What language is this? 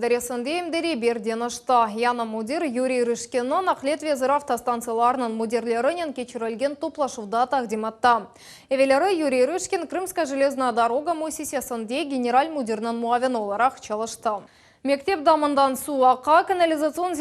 Crimean Tatar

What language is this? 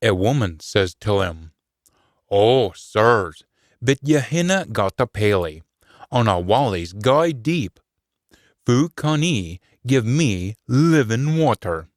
Scots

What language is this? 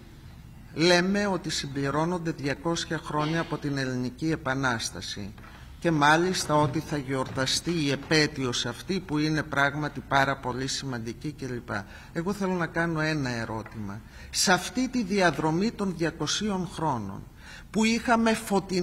Greek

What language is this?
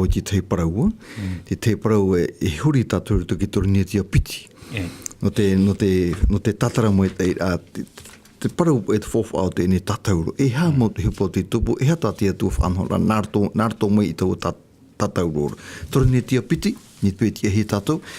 Tahitian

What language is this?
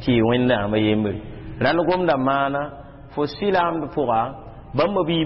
Mossi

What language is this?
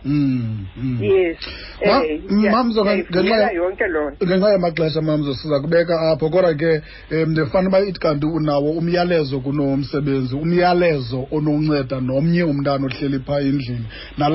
Xhosa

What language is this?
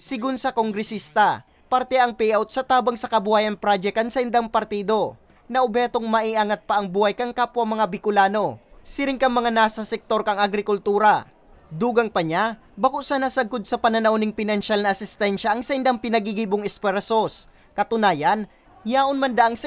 Bikol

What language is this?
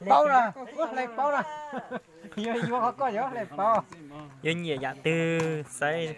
Hmong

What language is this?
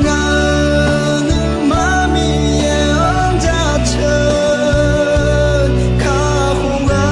Akha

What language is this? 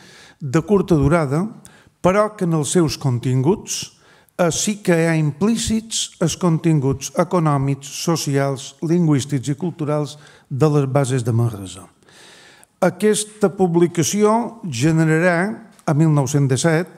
Catalan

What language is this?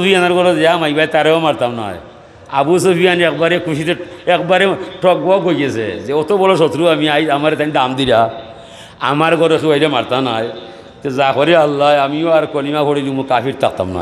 Sylheti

